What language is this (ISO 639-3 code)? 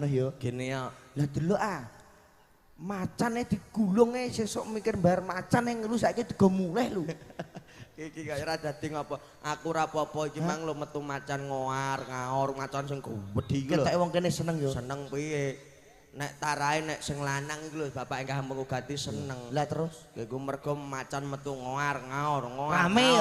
jav